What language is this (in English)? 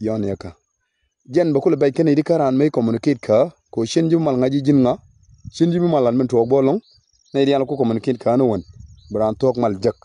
Nuer